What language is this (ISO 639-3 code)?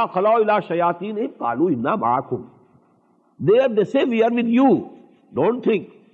eng